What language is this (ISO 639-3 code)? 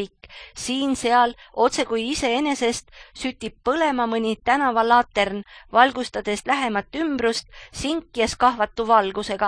est